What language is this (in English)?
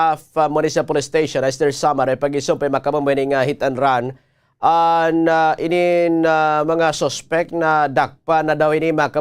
Waray